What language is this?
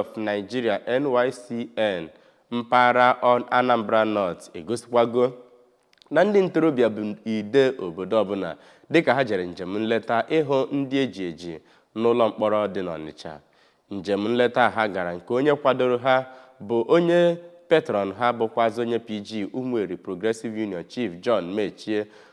Igbo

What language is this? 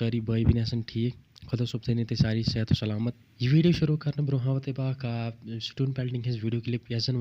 Kashmiri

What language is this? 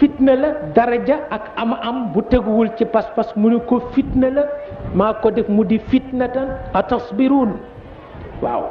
Wolof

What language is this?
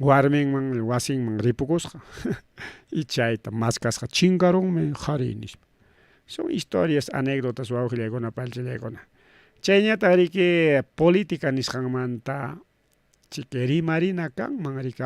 Ayacucho Quechua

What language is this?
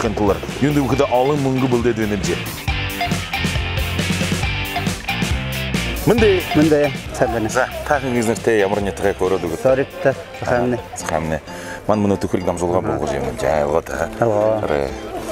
Kazakh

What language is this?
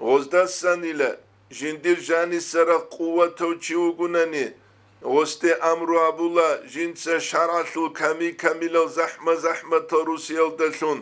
Avaric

